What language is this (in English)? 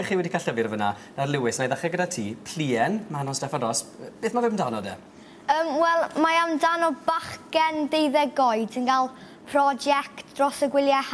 Welsh